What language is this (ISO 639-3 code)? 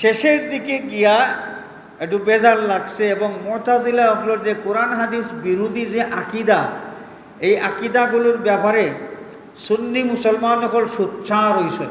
syl